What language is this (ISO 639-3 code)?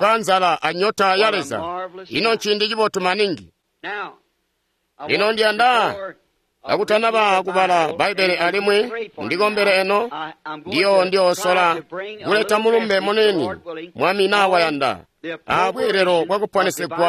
toi